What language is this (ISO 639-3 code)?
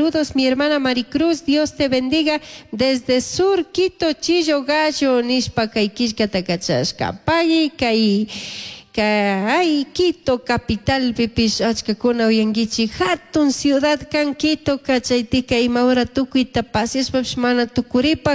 qug